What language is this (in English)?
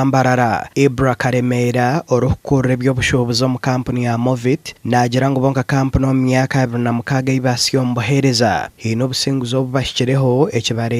Nyankole